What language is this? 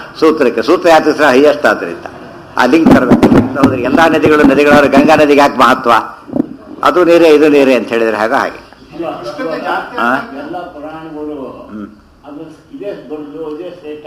Kannada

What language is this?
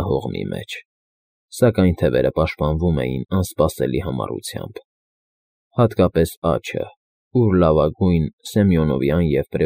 Armenian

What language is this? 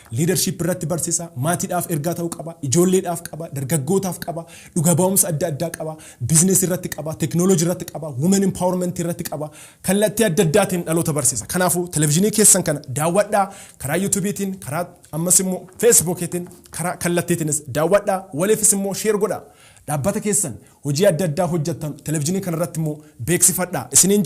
Oromo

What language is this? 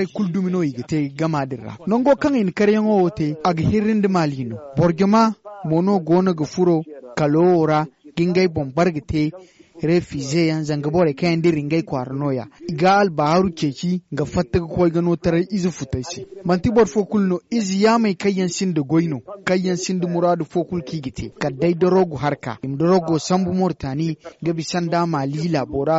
Zarma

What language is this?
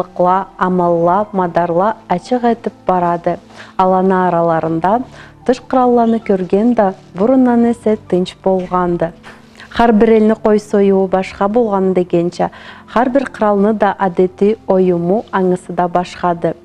Karachay-Balkar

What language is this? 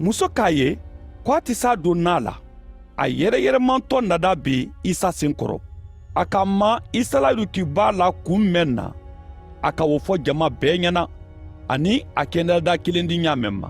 Mandingo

